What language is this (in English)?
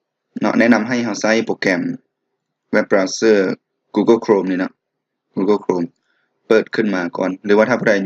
Lao